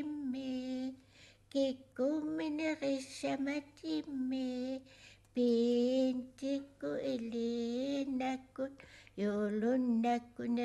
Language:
Kalaallisut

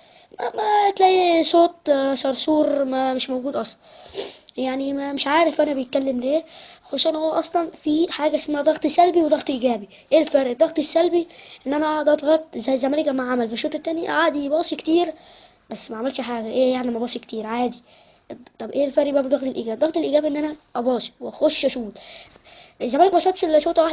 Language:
Egyptian Arabic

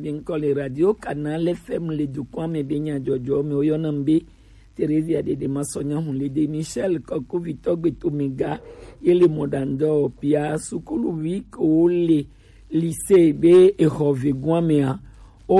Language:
Gen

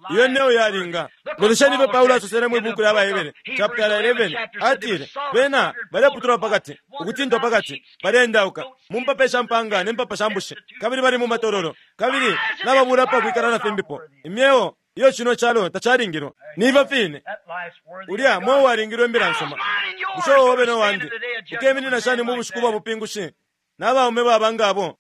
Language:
Bemba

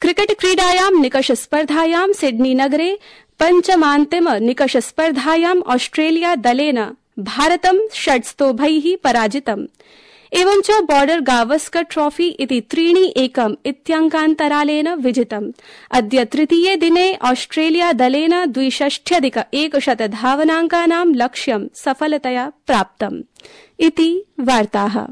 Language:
Sanskrit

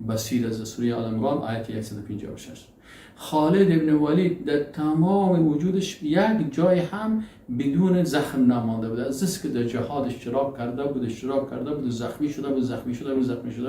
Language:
Persian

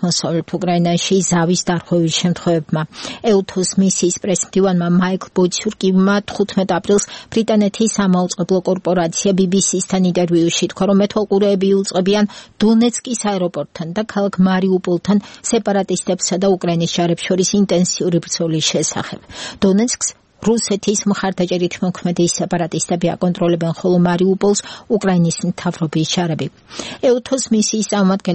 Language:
Georgian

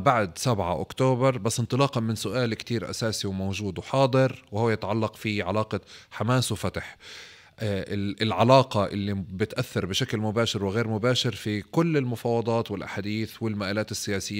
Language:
North Levantine Arabic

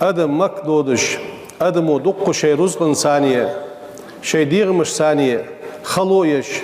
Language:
Ingush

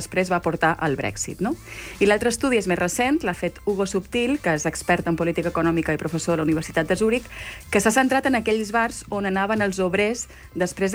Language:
Catalan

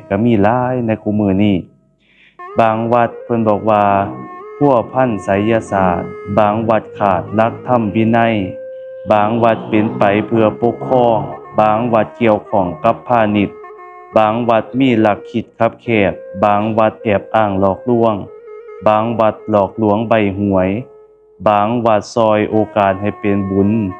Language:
Lao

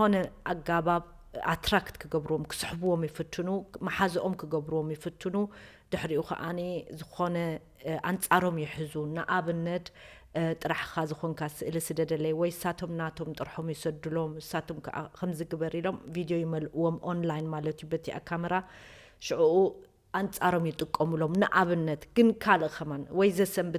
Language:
Tigrinya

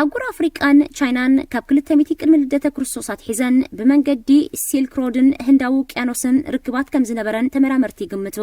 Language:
Tigrinya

